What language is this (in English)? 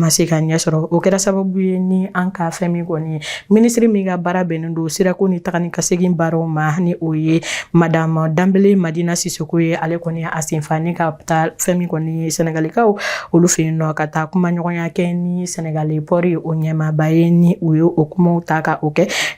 Bambara